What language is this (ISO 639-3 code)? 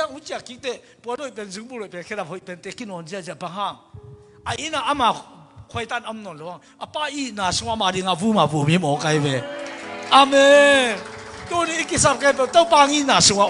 ctd